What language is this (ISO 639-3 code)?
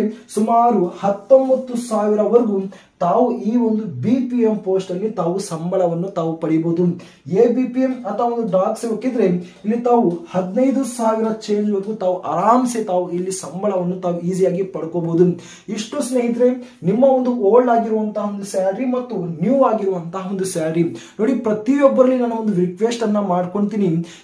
kan